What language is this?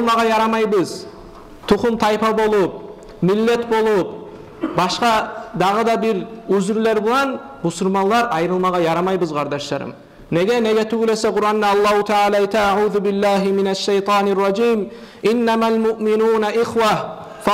Kumyk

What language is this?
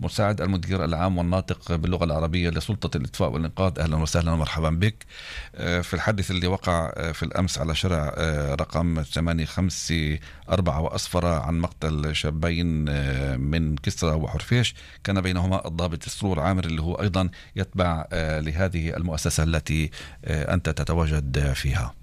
North Levantine Arabic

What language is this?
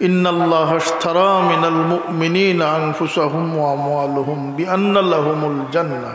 Sylheti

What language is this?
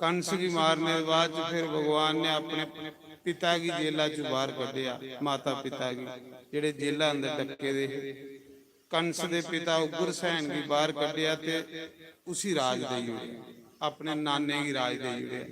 Dogri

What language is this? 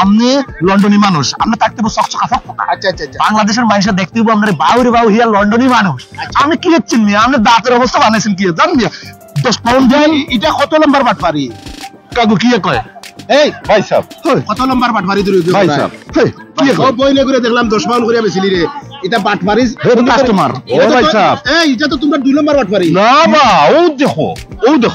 Sylheti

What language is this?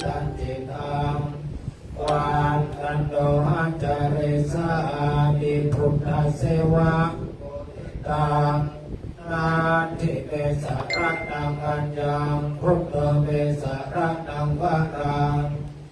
Pali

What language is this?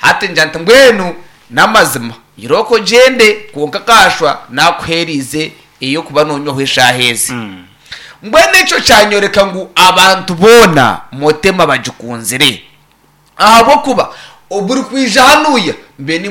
Nyankole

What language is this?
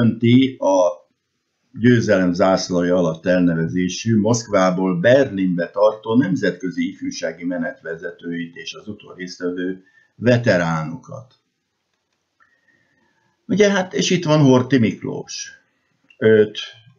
Hungarian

